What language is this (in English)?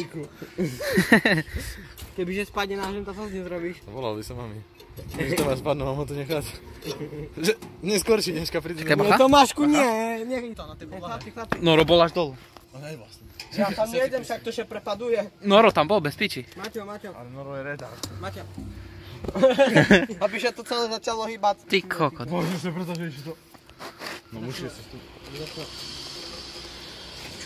Slovak